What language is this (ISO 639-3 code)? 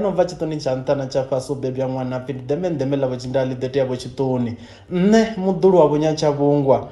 ven